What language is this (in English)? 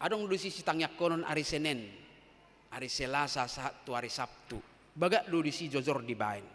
Batak Toba